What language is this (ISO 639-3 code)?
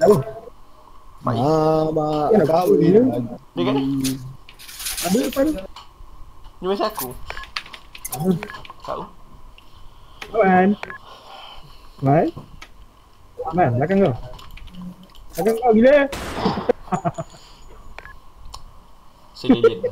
msa